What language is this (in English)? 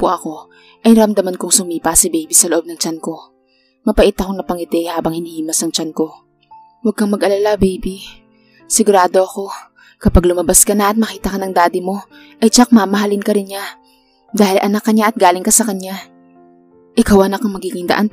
Filipino